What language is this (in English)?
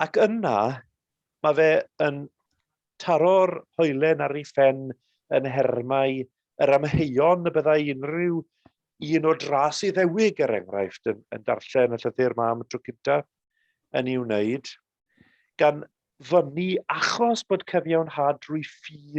Welsh